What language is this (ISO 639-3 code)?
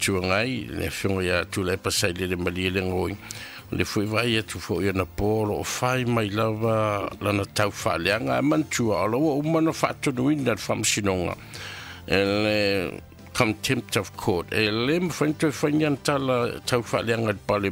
smo